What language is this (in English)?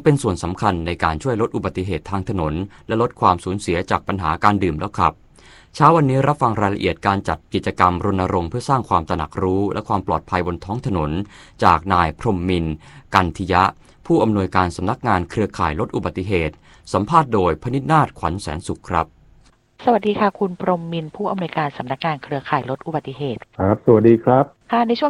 Thai